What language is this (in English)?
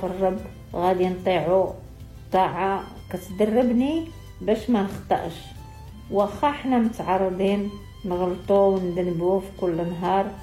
Moroccan Arabic